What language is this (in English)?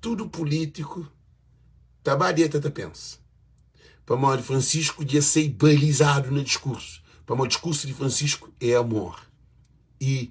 Kabuverdianu